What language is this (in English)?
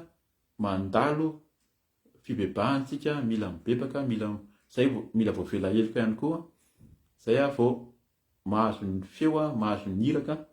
Malagasy